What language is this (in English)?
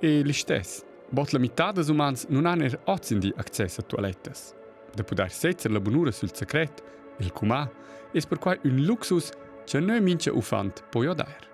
Romansh